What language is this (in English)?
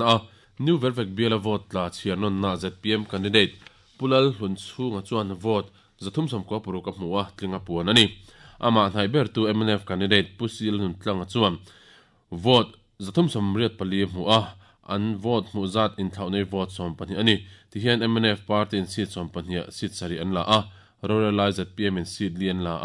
Mizo